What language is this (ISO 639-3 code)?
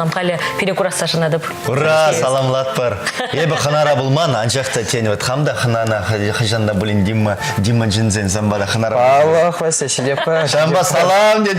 chv